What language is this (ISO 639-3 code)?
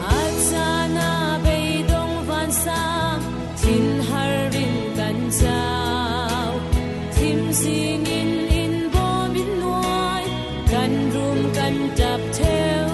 cfm